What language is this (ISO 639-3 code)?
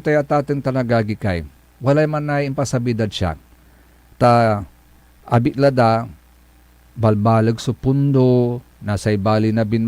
pag